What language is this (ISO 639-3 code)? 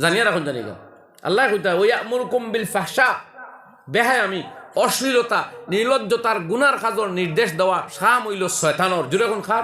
syl